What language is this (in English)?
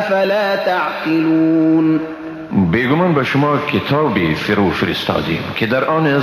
Persian